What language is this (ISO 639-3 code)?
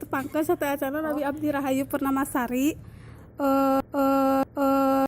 sun